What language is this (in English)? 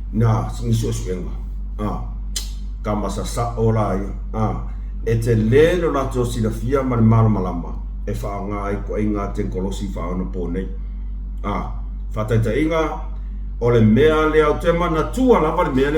Samoan